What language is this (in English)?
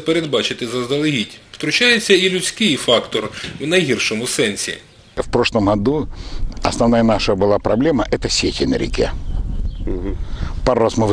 Ukrainian